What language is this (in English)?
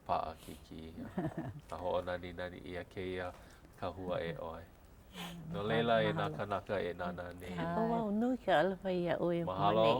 Hawaiian